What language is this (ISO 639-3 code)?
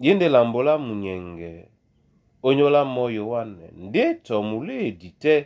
dua